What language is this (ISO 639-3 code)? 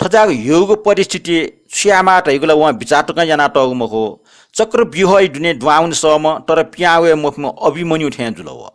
new